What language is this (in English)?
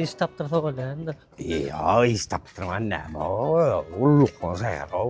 Turkmen